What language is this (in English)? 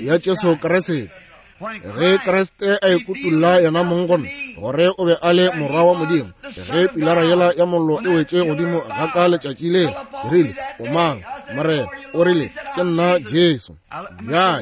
Northern Sotho